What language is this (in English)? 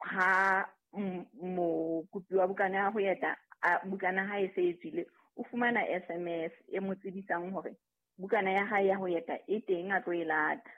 Southern Sotho